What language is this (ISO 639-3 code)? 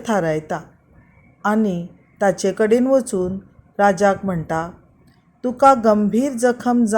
kok